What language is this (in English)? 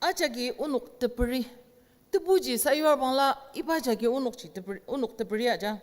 Ao Naga